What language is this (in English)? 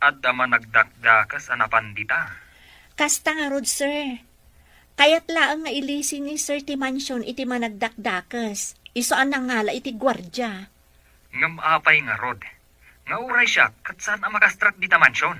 Iloko